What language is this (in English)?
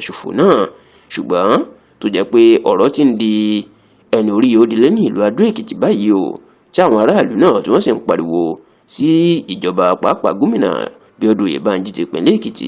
Yoruba